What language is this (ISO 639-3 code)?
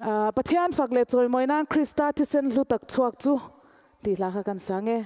cnh